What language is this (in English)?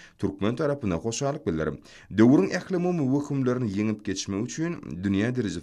Turkmen